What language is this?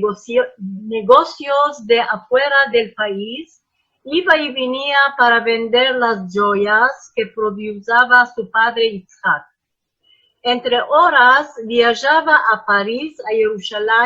Ladino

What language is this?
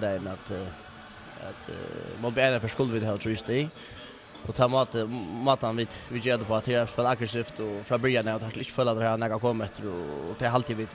Faroese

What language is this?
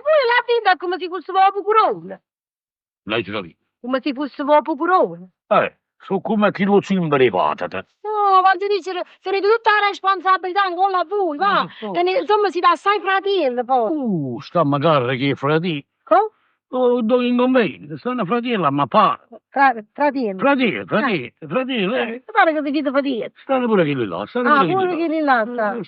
Neapolitan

